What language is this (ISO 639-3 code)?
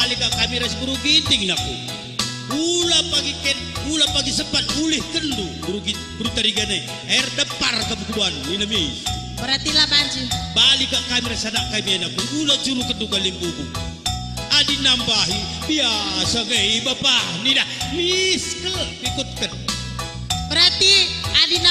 btx